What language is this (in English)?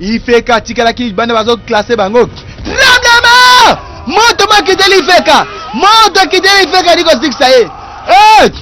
Lingala